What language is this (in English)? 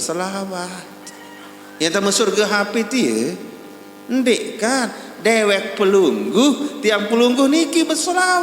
Sasak